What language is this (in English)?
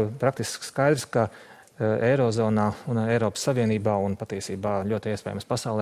Latvian